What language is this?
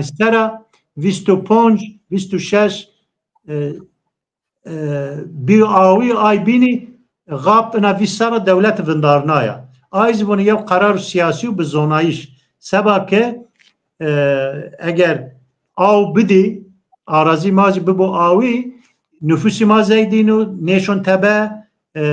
Zaza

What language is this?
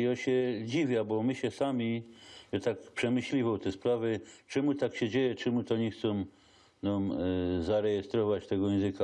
Silesian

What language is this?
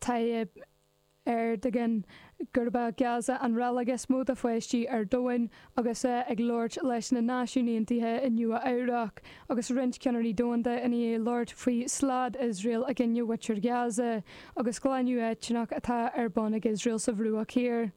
Irish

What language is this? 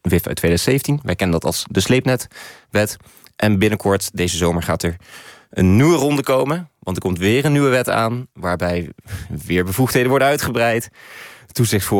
Dutch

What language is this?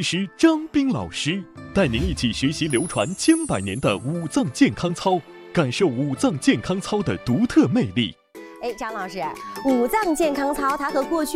Chinese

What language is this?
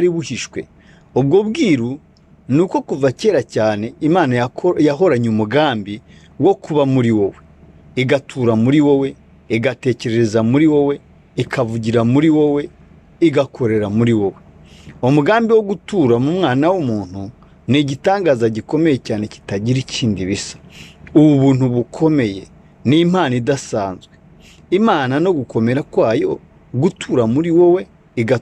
Kinyarwanda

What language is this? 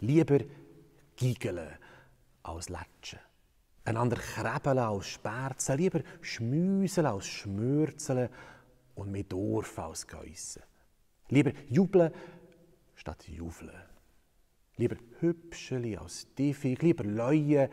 Swiss German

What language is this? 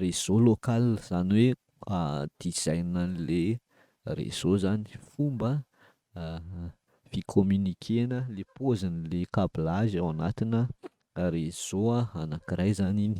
Malagasy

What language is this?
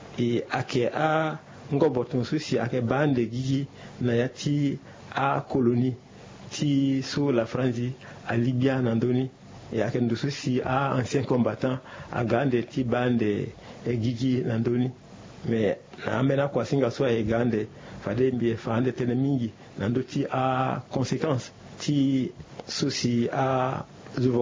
Sango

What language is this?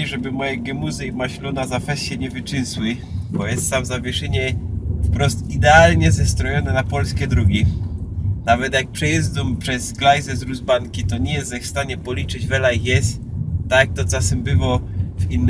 Silesian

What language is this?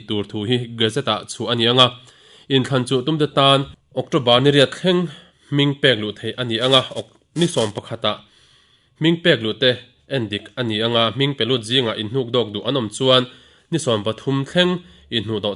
Mizo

